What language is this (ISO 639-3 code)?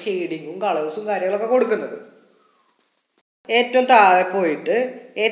mal